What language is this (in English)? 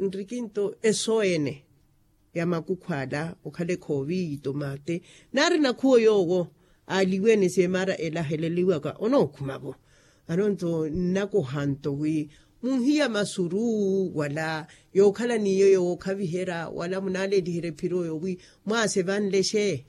Makhuwa